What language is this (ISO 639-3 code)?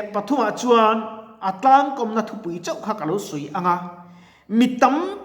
lus